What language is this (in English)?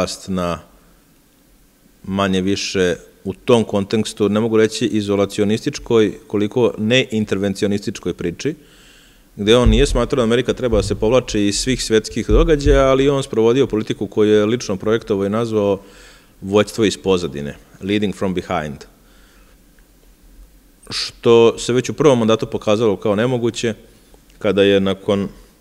Serbian